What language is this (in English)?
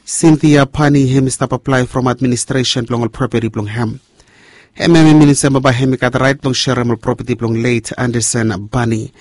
Bislama